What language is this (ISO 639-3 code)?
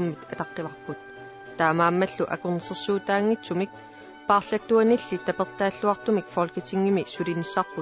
kal